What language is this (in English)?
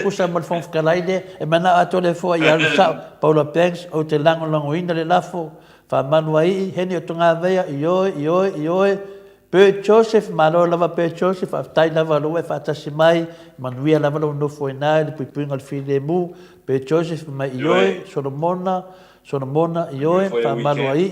Samoan